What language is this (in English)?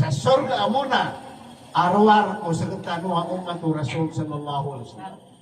Maranao